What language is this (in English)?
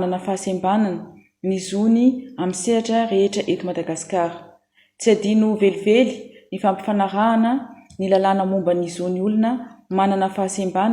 Malagasy